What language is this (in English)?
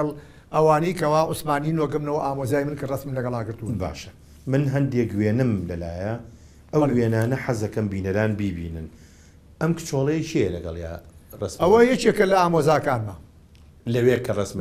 Central Kurdish